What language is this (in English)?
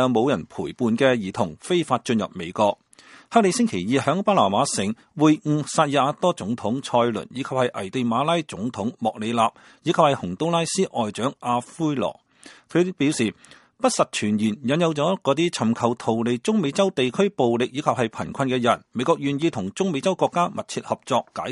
Cantonese